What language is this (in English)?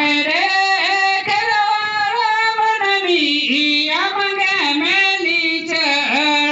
Santali